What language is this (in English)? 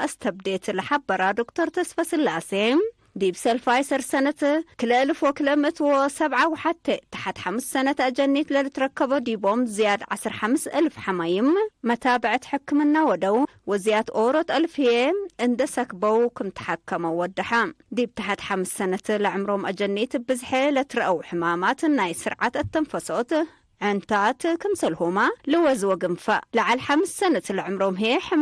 Tigre